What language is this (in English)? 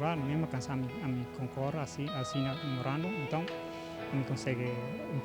Tetum